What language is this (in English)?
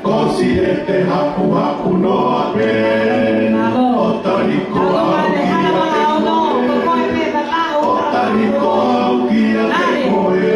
Tongan